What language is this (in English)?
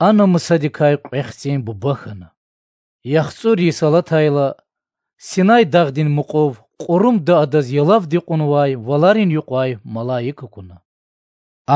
Lezghian